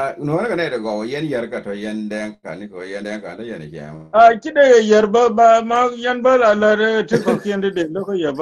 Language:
Nuer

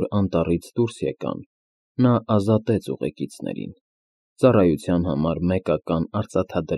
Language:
Armenian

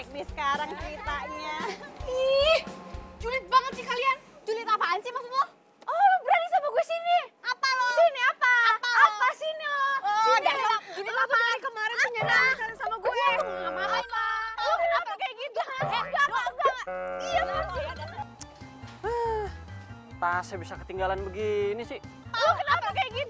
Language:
Indonesian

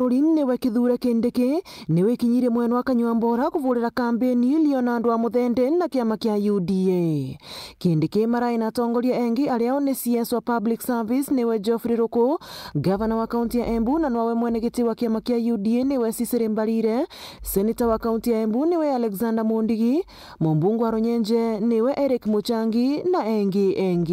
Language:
Meru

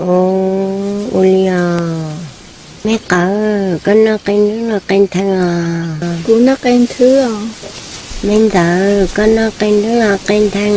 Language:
Hmong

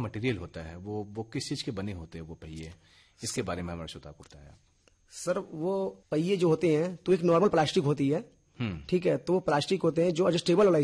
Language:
Hindi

